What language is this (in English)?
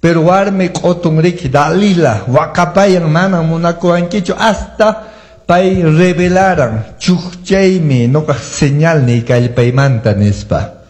Quechua